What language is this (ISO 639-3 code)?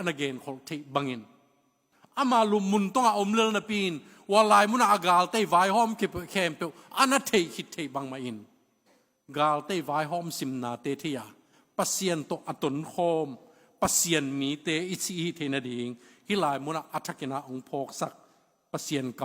ctd